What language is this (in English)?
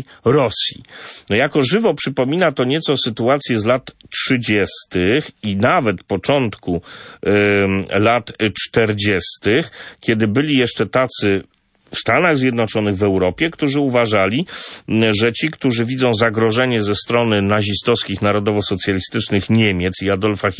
Polish